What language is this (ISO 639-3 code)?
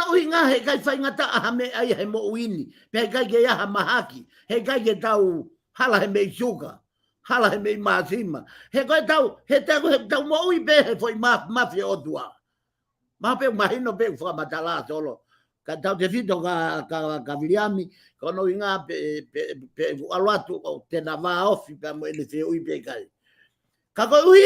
ton